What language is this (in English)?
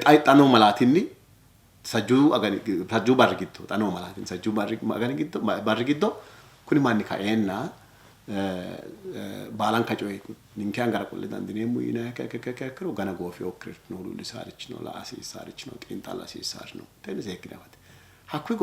Sidamo